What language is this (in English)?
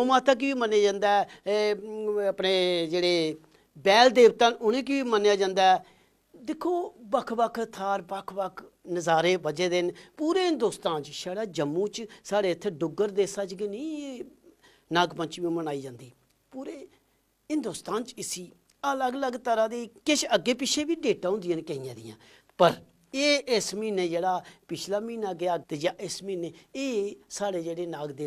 Dogri